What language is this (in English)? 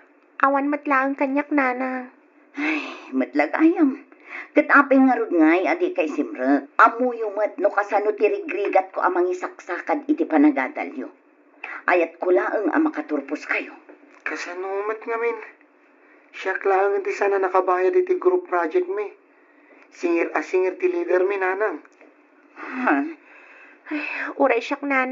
Iloko